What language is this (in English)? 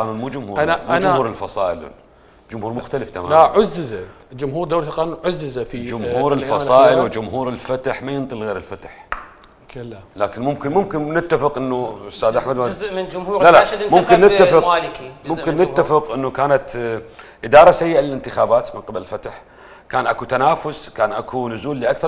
Mesopotamian Arabic